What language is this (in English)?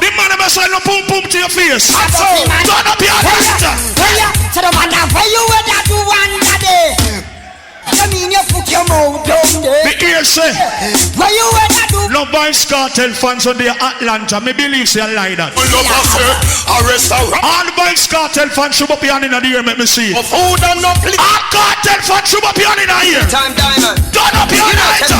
Jamaican Creole English